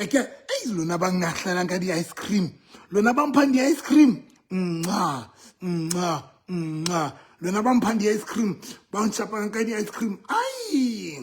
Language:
Southern Sotho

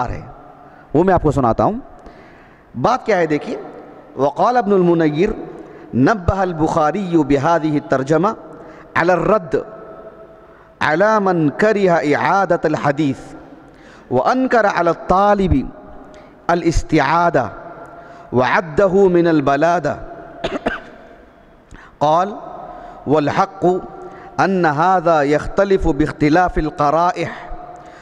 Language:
Urdu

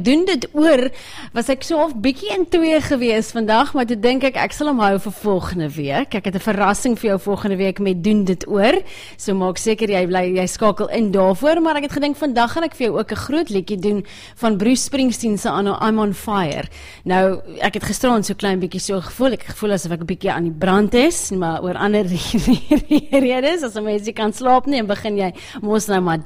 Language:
Afrikaans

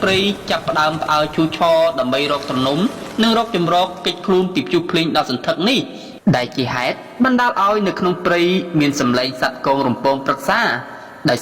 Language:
Khmer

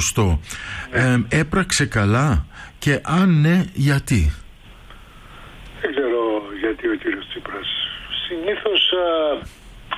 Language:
Greek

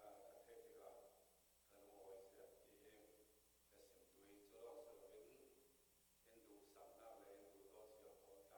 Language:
Falam Chin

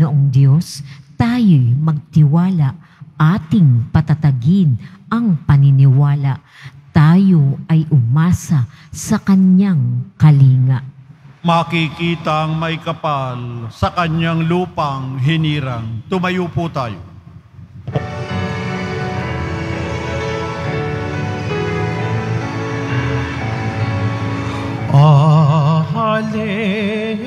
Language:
Filipino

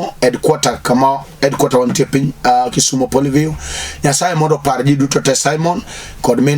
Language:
Luo (Kenya and Tanzania)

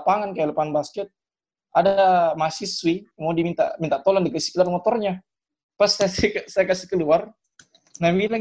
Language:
Indonesian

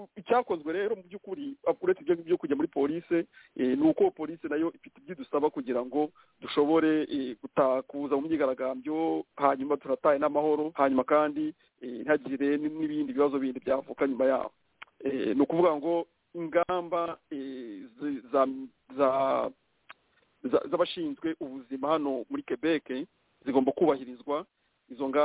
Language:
Kinyarwanda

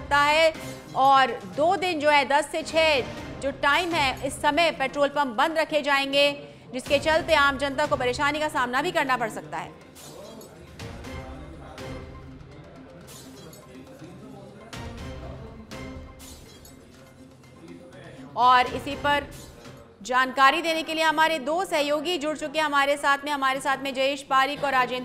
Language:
Hindi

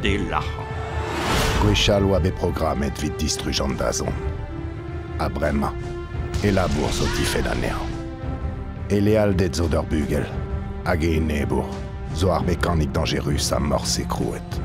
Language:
Breton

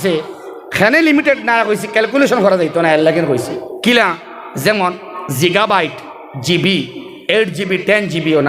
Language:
Sylheti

